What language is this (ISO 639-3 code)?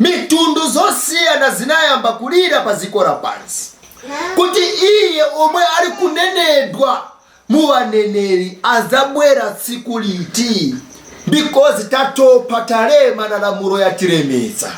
nya